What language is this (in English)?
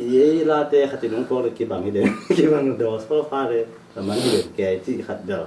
Tedim Chin